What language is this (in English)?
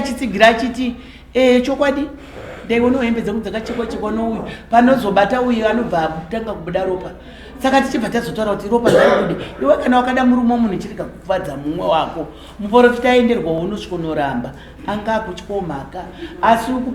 Shona